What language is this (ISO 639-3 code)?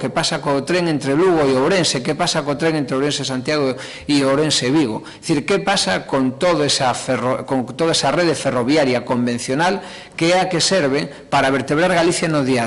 glg